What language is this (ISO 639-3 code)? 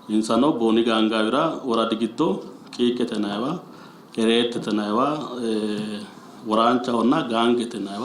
sid